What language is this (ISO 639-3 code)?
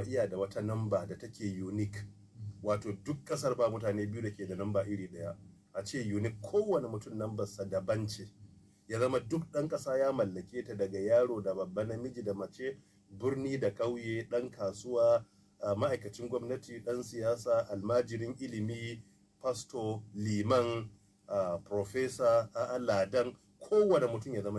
hau